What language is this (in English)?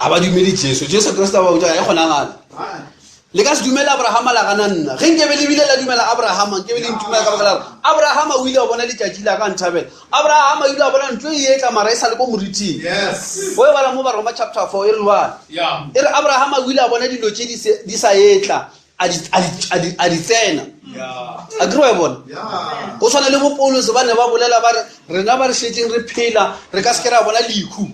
Northern Sotho